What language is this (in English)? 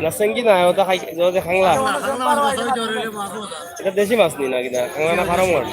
Sylheti